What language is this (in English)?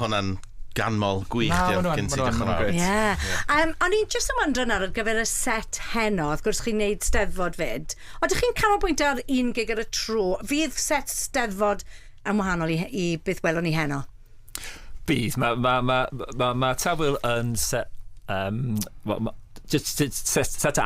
Welsh